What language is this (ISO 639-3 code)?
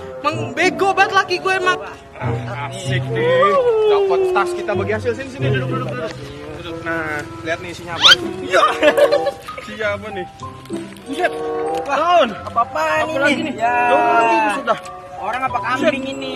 bew